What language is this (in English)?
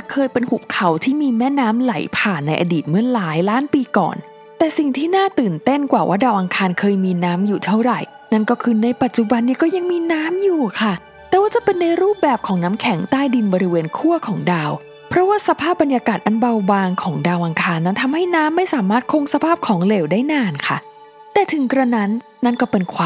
Thai